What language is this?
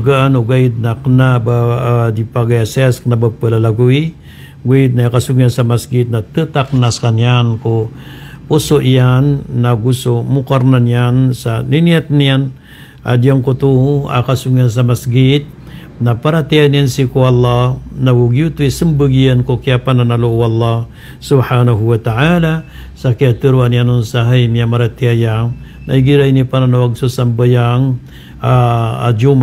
Maranao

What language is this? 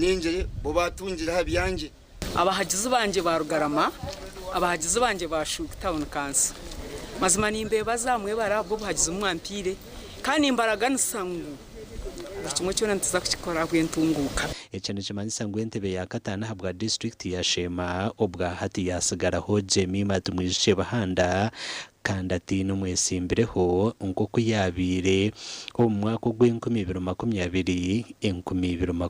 Nyankole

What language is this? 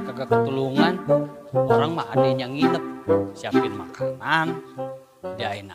Betawi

